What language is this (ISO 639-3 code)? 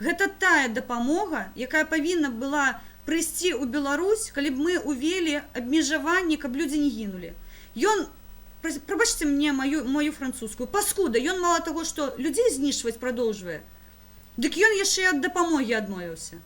bel